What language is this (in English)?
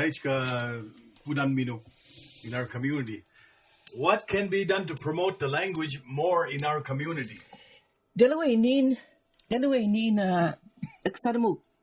Mi'kmaw